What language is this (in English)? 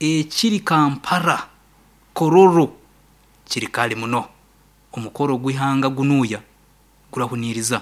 Nyankole